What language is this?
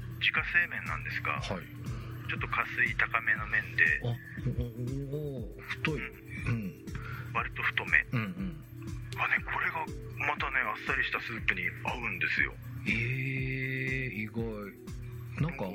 Japanese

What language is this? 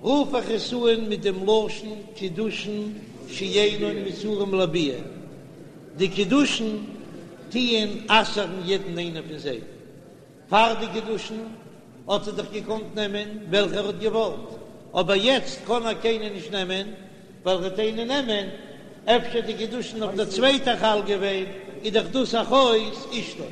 Yiddish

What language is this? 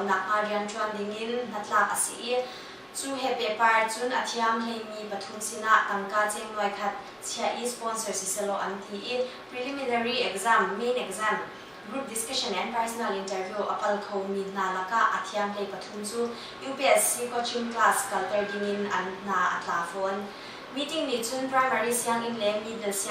Hakha Chin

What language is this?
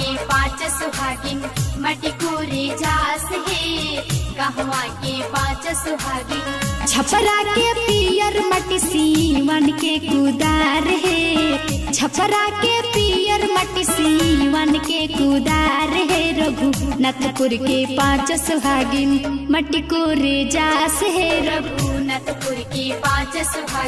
Bhojpuri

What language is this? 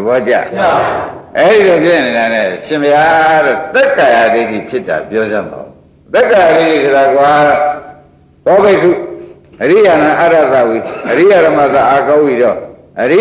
Burmese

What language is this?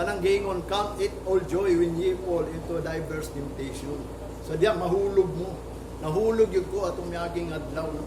Cebuano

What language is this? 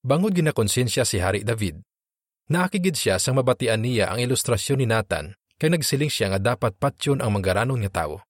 Hiligaynon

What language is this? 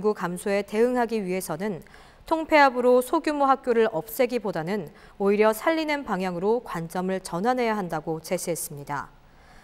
Korean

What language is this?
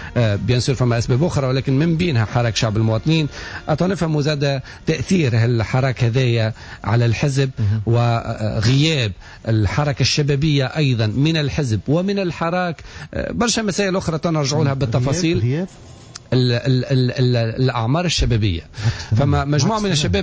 Tunisian Arabic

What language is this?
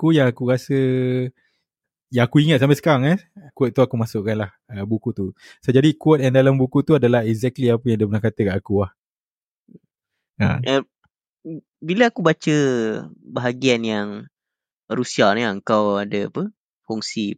Malay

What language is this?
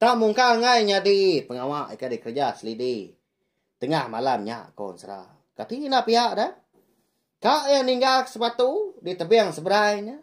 Iban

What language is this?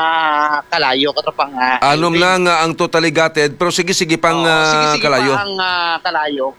Hiligaynon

